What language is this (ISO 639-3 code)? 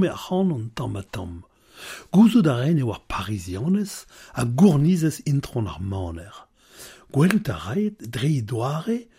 bre